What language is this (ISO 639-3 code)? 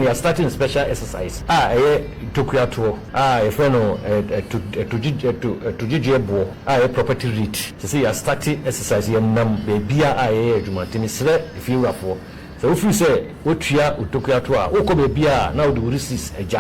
aka